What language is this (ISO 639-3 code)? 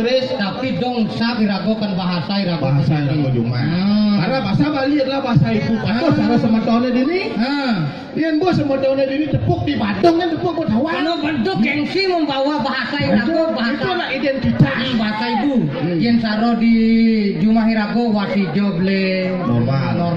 ban